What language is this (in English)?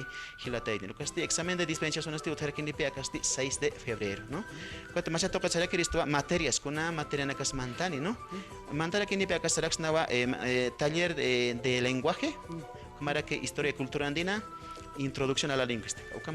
Aymara